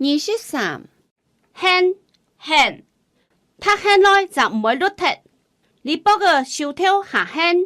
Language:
Hakka Chinese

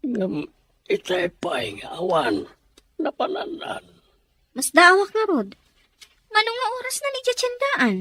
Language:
Iloko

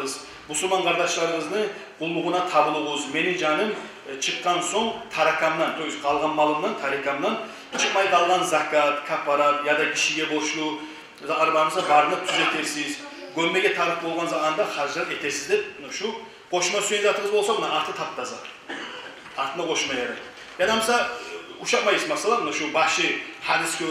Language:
Kumyk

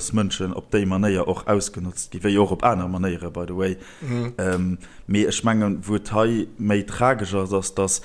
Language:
Luxembourgish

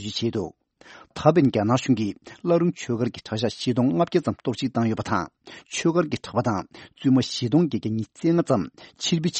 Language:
Tibetan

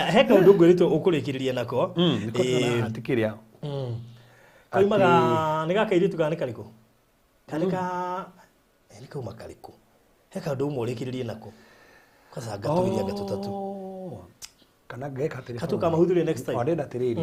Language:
Kikuyu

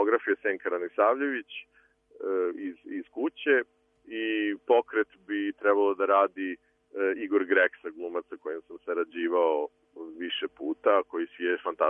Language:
Serbian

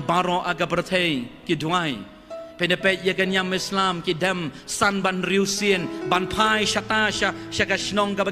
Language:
Khasi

